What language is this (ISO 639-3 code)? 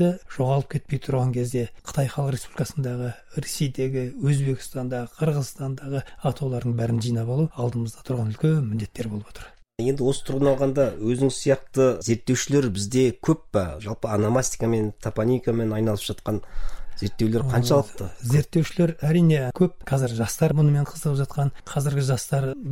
kaz